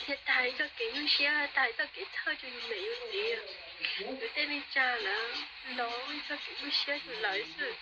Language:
Hmong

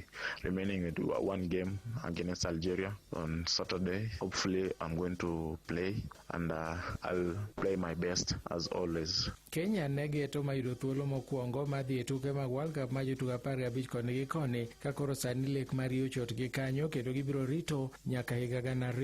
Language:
Luo (Kenya and Tanzania)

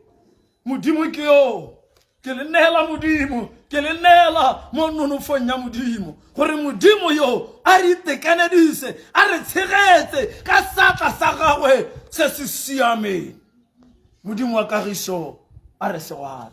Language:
Tswana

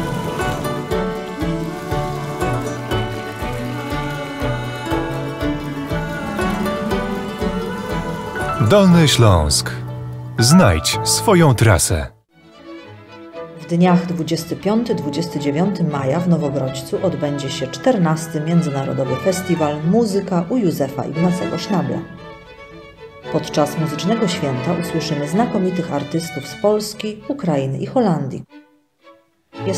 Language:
Polish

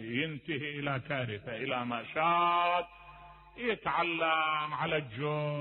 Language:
Mesopotamian Arabic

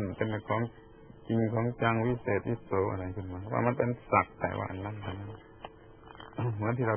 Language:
Thai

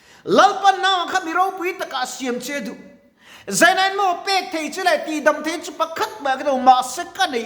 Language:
Mizo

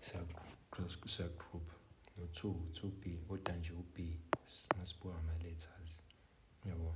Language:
Zulu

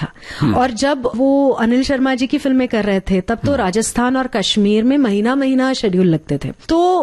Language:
Hindi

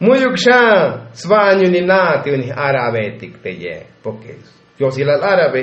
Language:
Tzotzil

